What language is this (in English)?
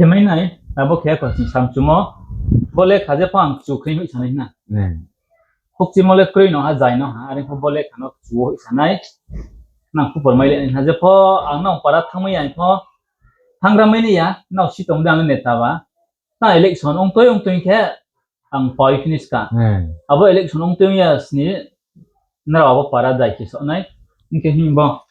Riang (India)